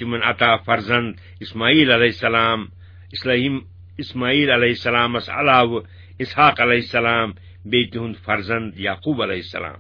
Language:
Kashmiri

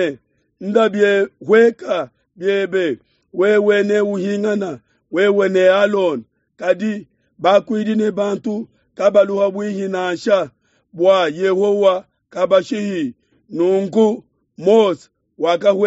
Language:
Luba-Lulua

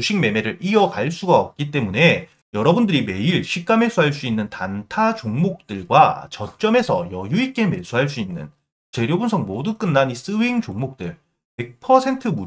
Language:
Korean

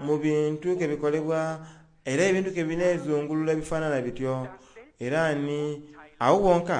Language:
Soga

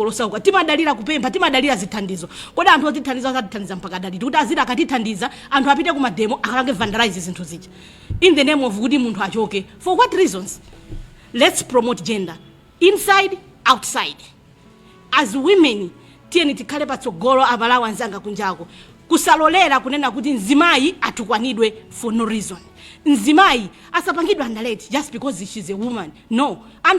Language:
Nyanja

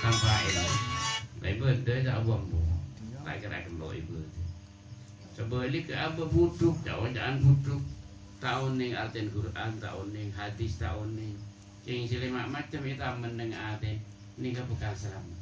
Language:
Madurese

